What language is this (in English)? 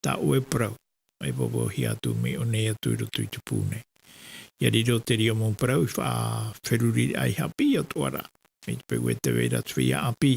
Tahitian